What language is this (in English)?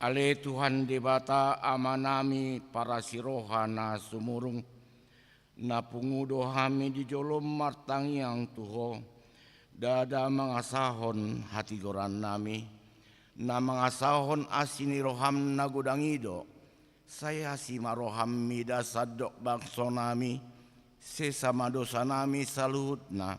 Batak Toba